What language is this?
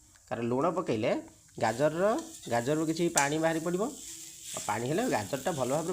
Odia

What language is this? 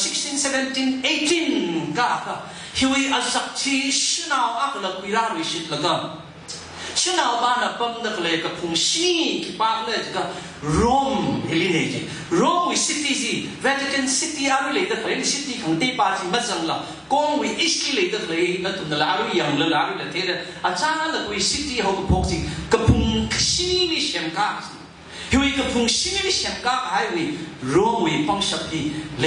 Tangkhul Naga (India)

